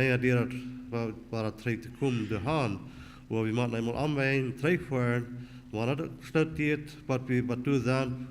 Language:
Plautdietsch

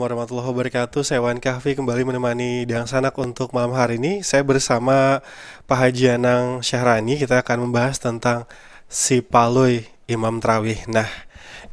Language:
Banjar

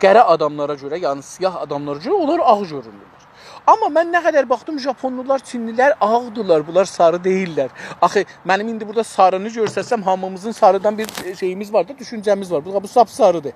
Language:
South Azerbaijani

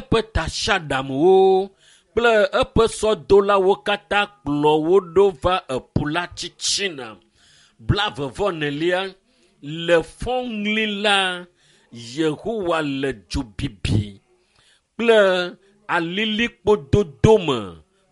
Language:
Ewe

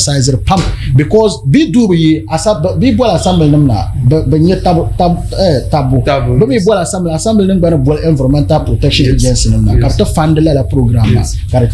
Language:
Dagbani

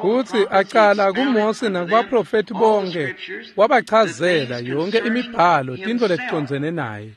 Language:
Swati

